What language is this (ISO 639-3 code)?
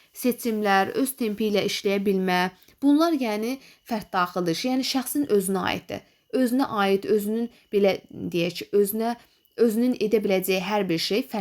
aze